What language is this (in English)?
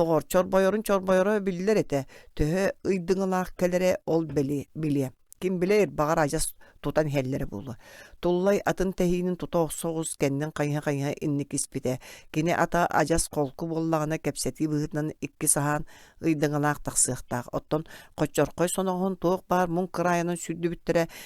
Yakut